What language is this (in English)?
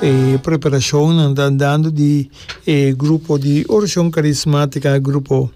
Papiamento